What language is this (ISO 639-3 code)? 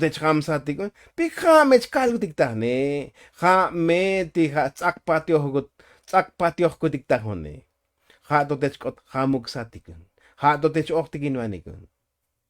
tzo